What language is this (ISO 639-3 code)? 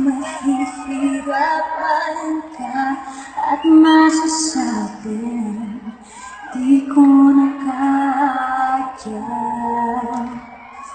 fil